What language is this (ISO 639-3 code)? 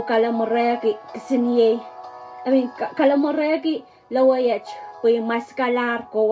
pon